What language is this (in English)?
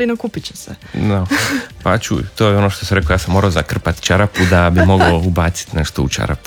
Croatian